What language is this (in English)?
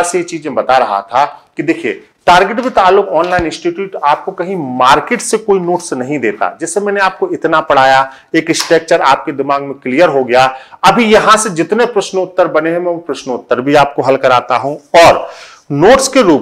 Hindi